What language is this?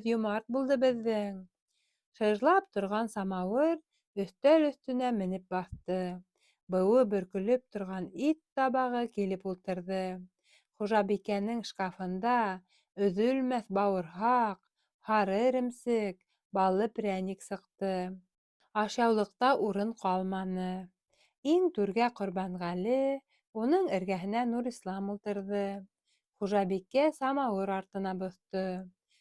Bashkir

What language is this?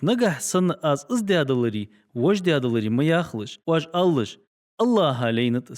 Ingush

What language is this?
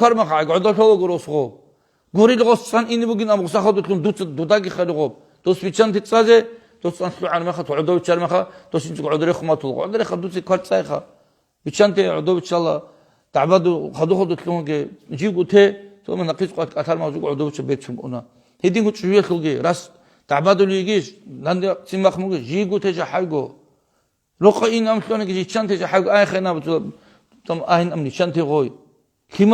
Avaric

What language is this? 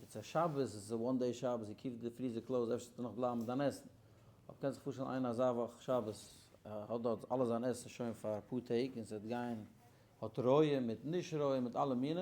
Yiddish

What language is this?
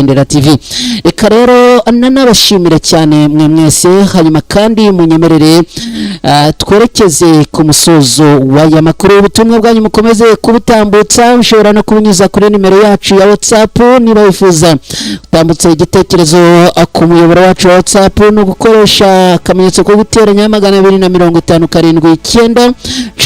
Kinyarwanda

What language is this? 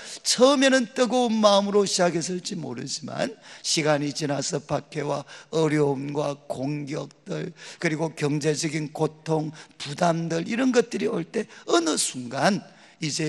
Korean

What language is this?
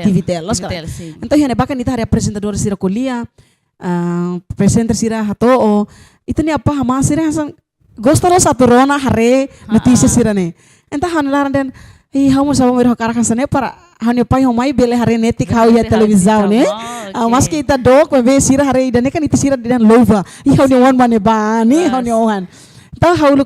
Tetum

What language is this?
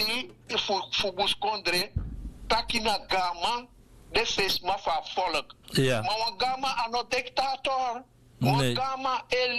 Sranan Tongo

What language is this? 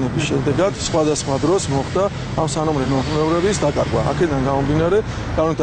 Georgian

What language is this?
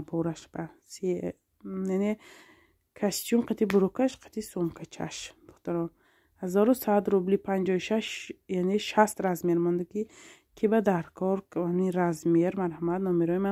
Tajik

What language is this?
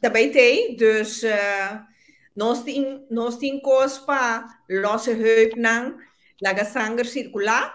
Papiamento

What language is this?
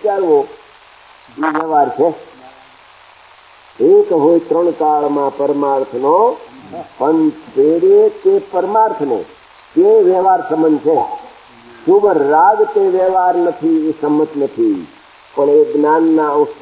Gujarati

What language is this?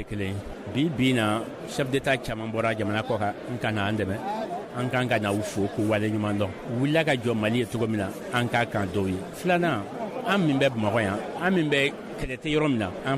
Bambara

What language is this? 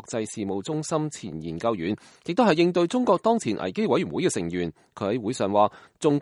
Cantonese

